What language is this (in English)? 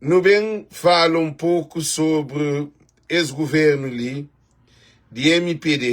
Kabuverdianu